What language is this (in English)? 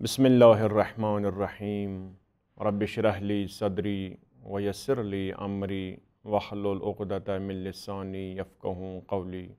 Kashmiri